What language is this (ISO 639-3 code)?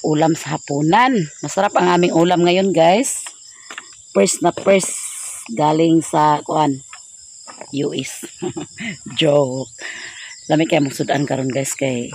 ceb